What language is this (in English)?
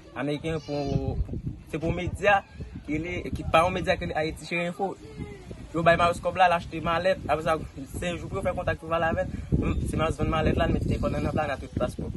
Haitian Creole